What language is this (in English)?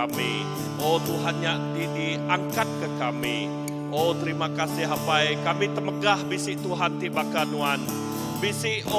Iban